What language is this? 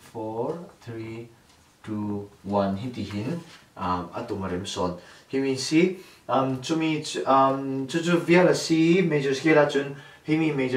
Falam Chin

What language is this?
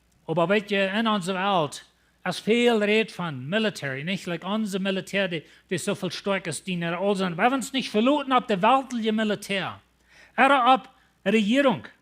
Plautdietsch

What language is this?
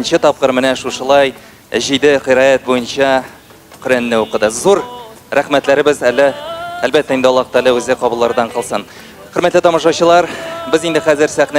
Tatar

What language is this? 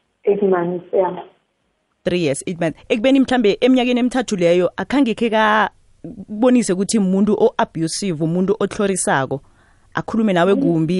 South Ndebele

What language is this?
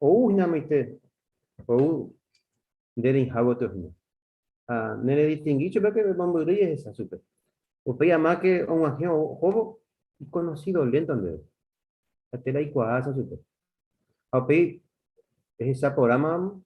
Guarani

